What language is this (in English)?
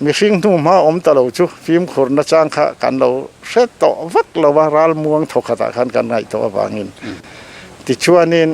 Mizo